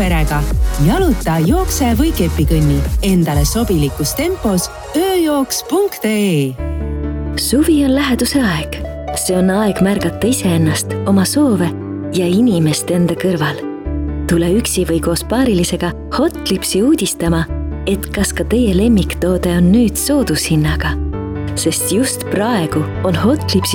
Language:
Estonian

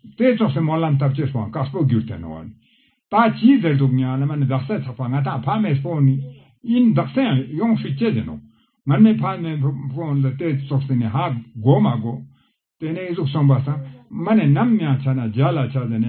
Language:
Ladakhi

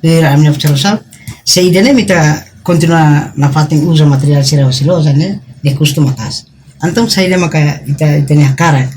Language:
Tetum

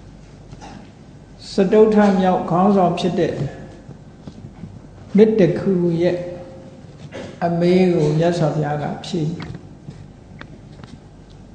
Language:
Burmese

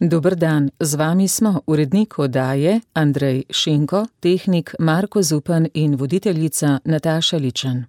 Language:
Slovenian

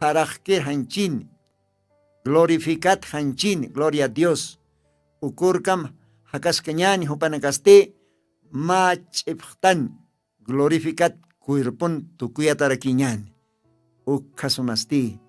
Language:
Aymara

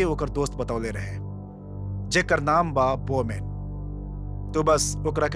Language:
Bhojpuri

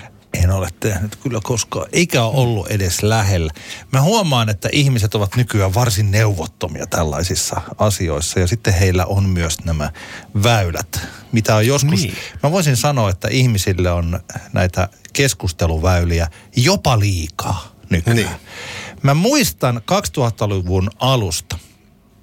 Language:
Finnish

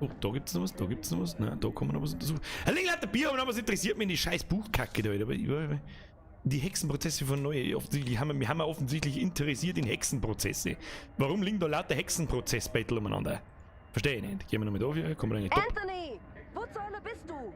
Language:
Bavarian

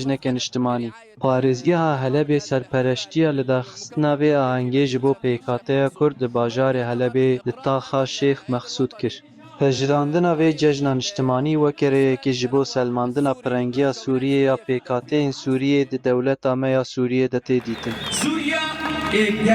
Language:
Kurdish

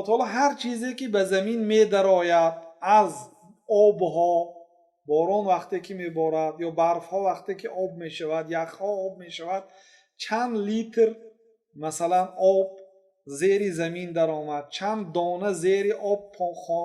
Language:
Tajik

